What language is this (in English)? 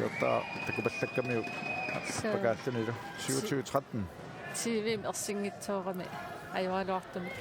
Kalaallisut